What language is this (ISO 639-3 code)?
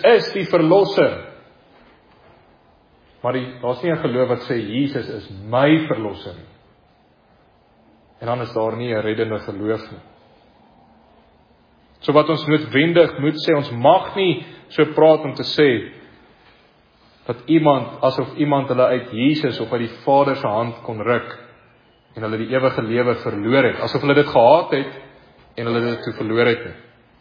afr